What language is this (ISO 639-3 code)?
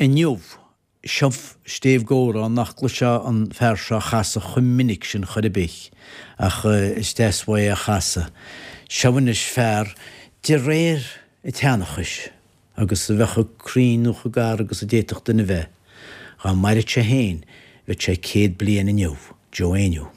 gle